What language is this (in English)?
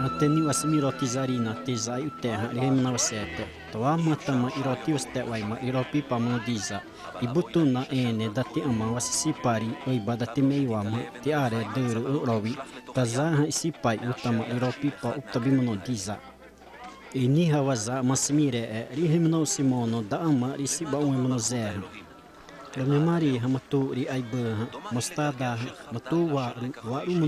Xavánte